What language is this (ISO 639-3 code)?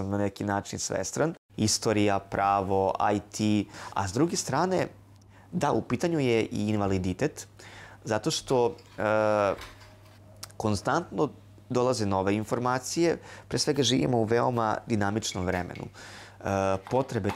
srp